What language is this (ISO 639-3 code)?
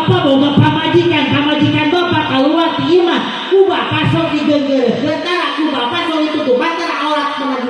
sun